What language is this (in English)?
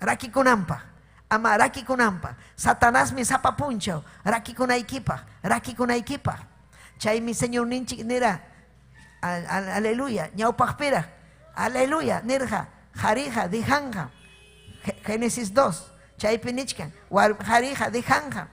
Ayacucho Quechua